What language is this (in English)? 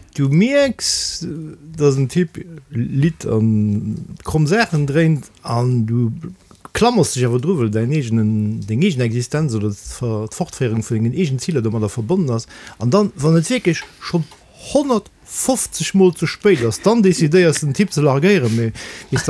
Luxembourgish